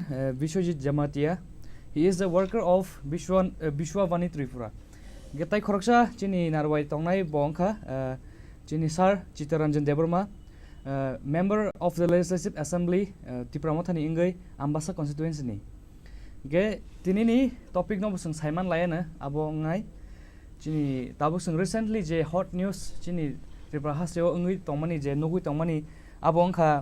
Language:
Kok Borok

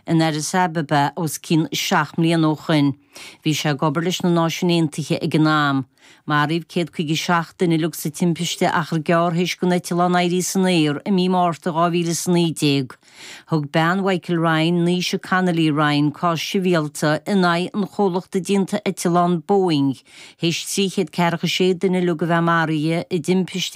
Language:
Irish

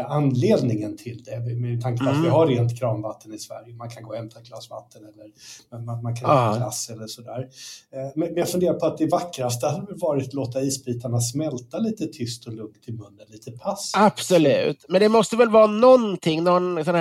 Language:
Swedish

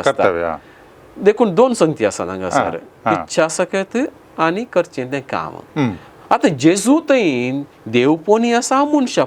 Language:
Konkani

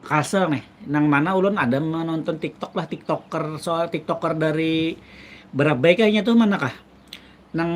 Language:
Banjar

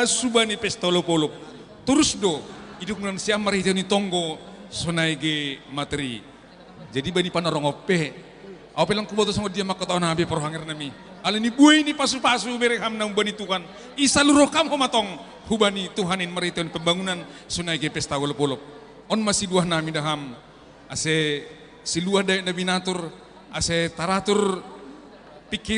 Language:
Batak Simalungun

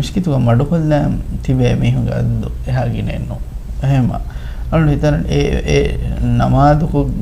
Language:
Divehi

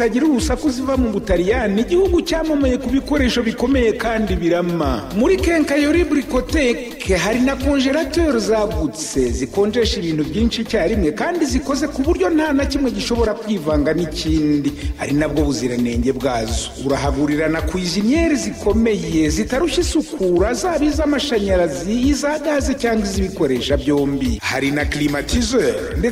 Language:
Kinyarwanda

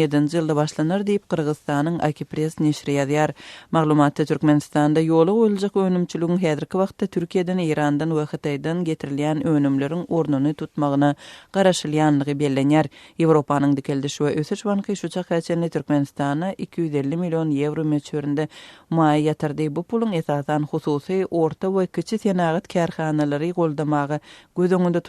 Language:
Turkmen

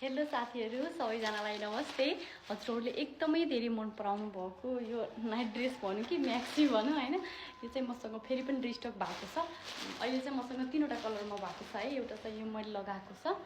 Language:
Nepali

